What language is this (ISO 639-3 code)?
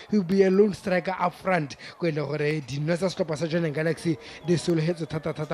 tsn